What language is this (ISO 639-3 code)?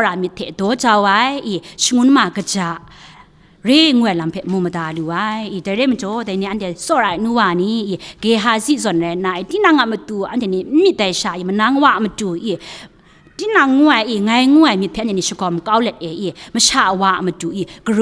kac